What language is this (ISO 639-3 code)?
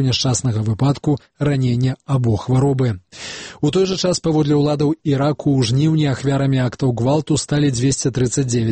bel